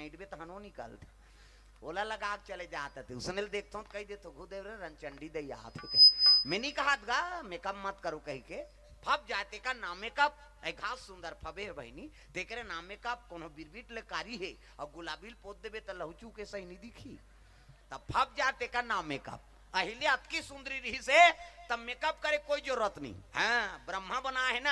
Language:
Chhattisgarhi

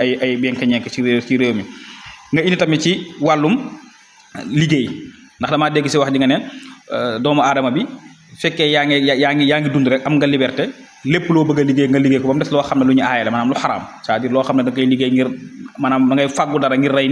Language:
Wolof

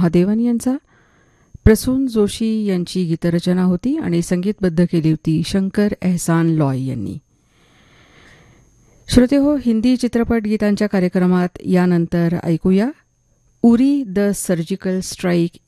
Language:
Marathi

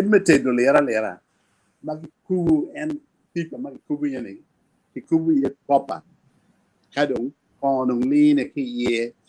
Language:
Acoli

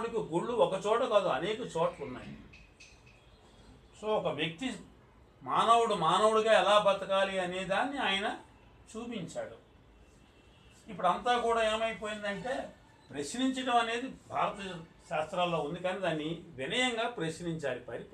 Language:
Telugu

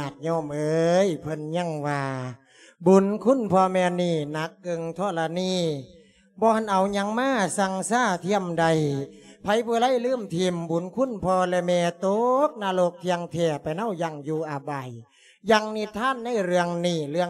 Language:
Lao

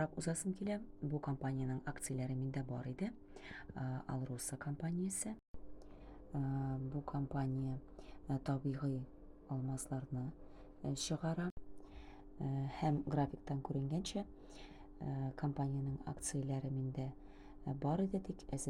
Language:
Tatar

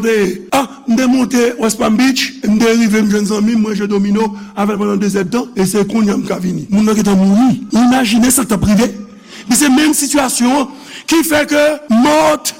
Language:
Haitian Creole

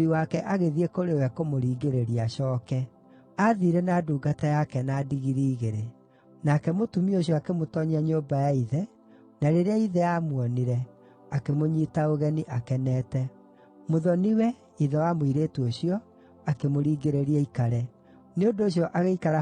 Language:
Kikuyu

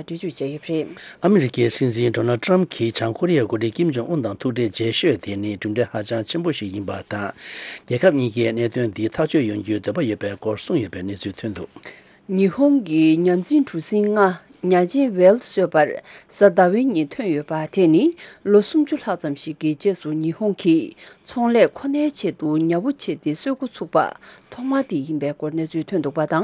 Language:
Tibetan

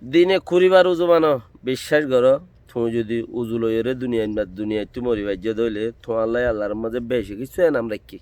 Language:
Rohingya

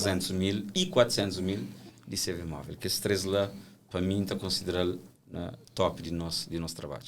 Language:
Kabuverdianu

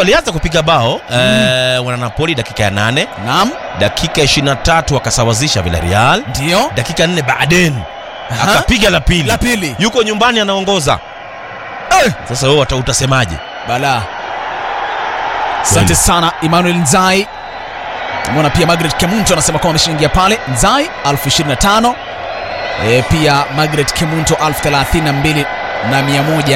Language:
Swahili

